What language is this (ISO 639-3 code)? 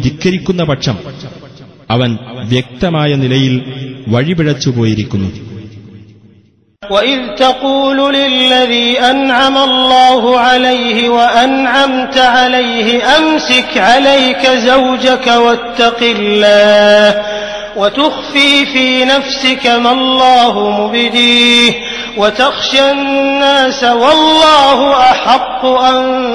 mal